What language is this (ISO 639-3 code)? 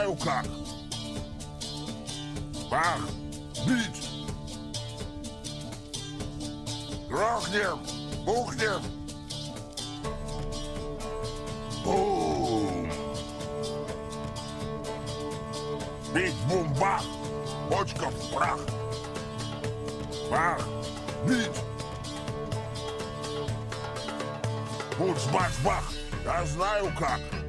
rus